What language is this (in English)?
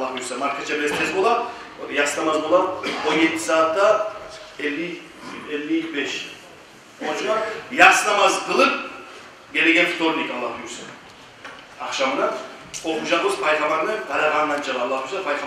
Kumyk